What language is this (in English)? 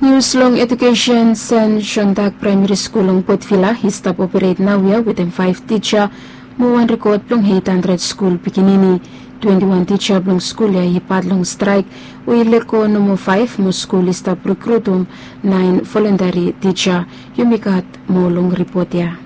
Bislama